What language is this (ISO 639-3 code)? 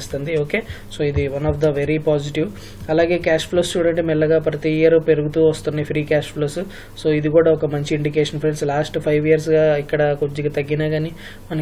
tel